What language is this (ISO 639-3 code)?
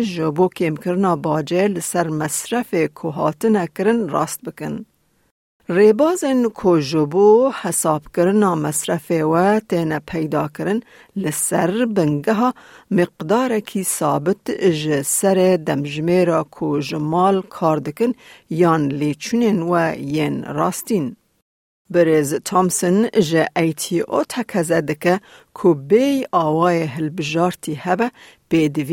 kur